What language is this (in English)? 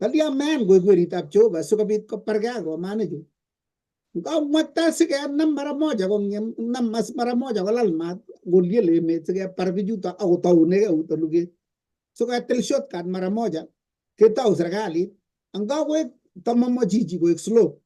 Kalenjin